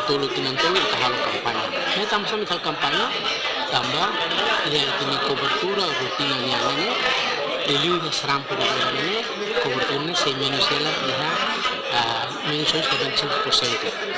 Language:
Tetum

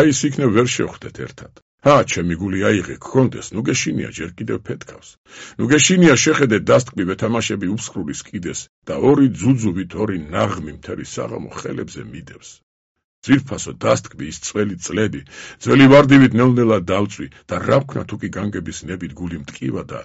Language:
Georgian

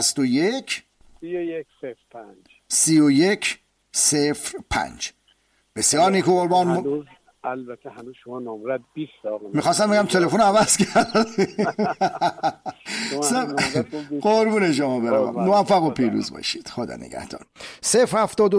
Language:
Persian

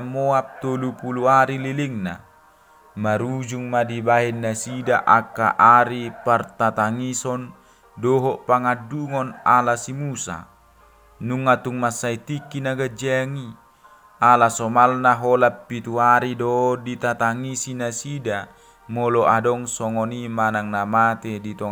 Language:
Batak Toba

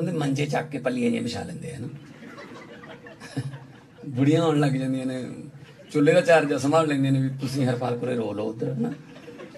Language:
Punjabi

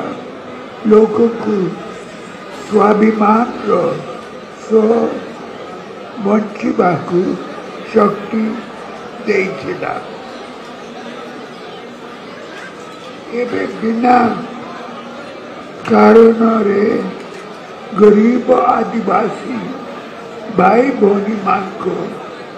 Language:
Odia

